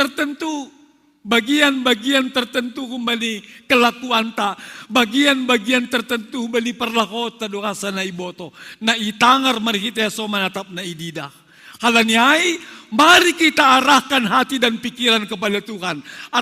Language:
Batak Simalungun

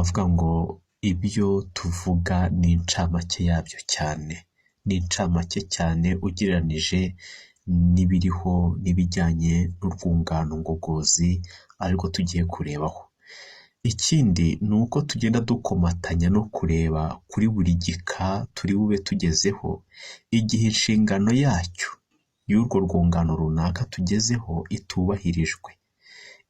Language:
Kinyarwanda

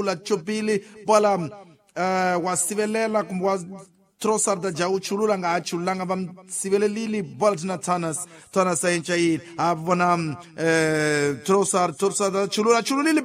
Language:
Tsonga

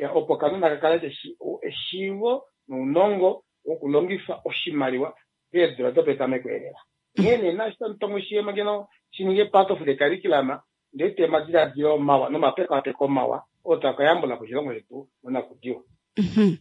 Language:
Kuanyama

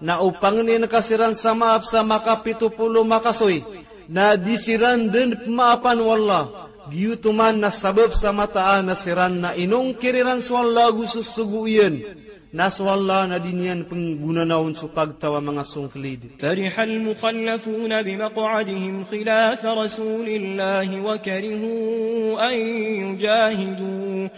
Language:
Maranao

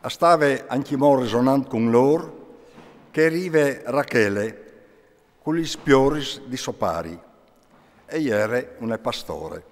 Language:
Friulian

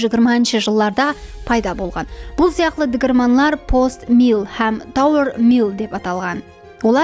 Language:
Kara-Kalpak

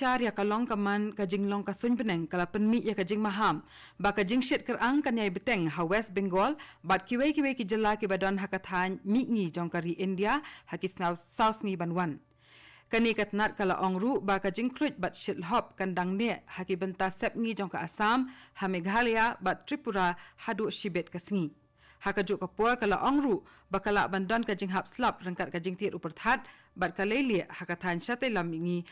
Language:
Khasi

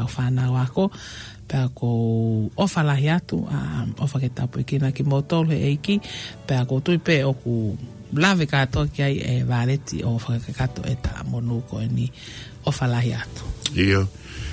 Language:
Tongan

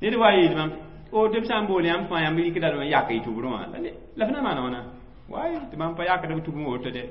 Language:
Mossi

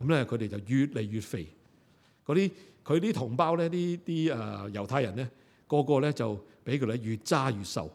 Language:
Cantonese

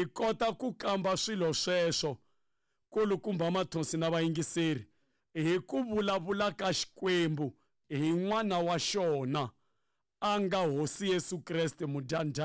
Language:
Tsonga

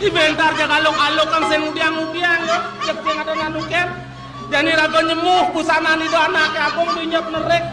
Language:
Balinese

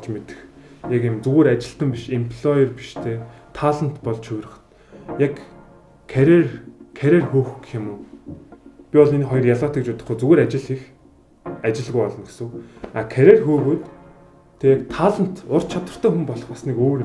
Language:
Mongolian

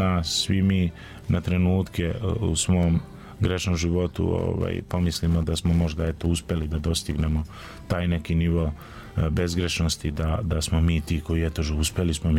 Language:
Serbian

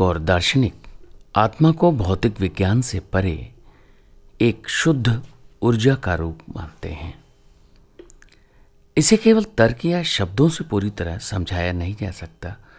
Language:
Hindi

